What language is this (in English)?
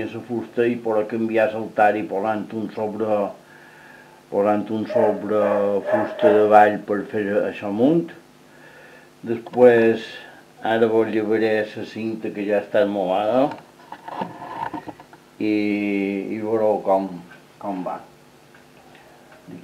Catalan